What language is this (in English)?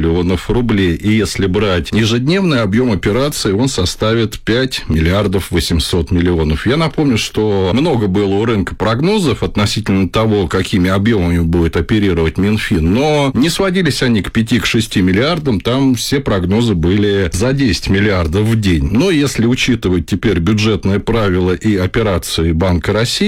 Russian